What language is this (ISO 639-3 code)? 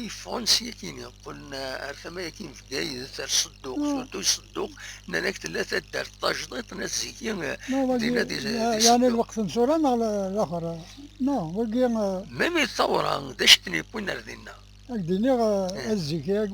kab